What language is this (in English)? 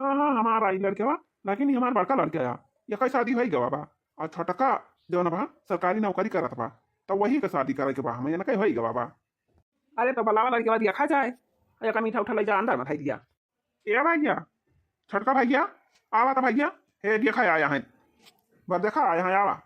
Awadhi